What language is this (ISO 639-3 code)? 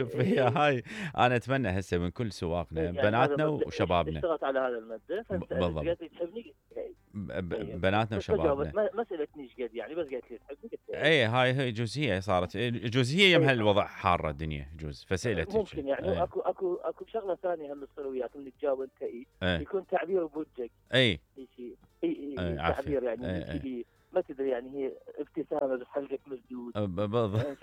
acm